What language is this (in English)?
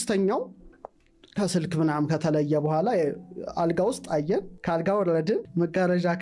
Amharic